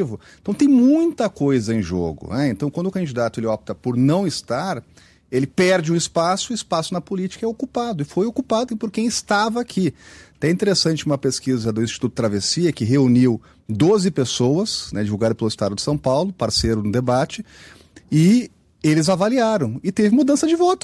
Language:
Portuguese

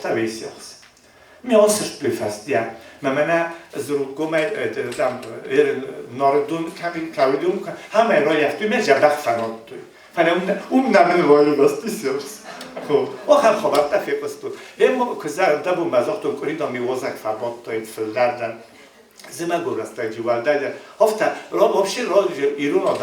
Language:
Ossetic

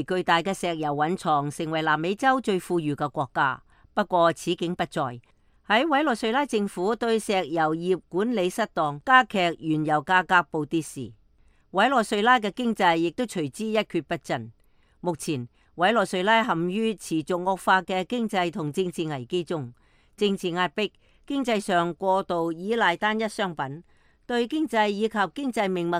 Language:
Cantonese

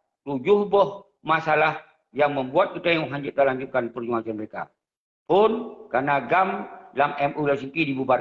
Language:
Achinese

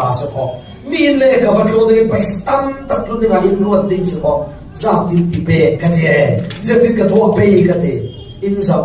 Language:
Falam Chin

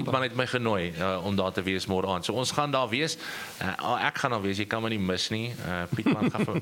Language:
Afrikaans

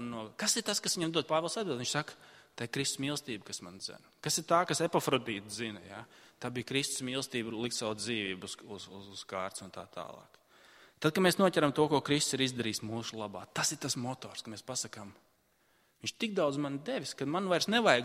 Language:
Latvian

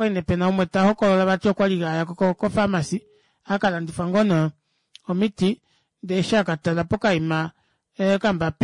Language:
Kuanyama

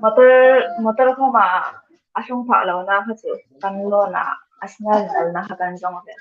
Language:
Hmar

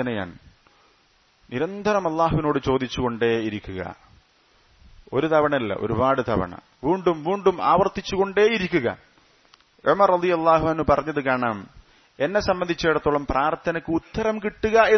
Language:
Malayalam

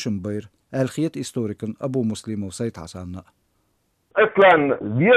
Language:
Chechen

